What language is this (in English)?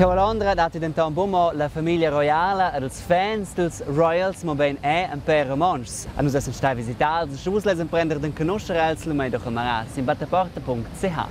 Romansh